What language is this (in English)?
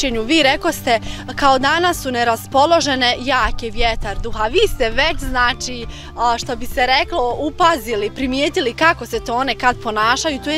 Bosnian